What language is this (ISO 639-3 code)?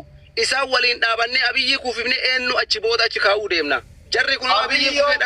orm